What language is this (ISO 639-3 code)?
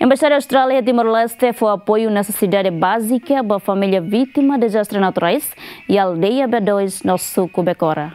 tet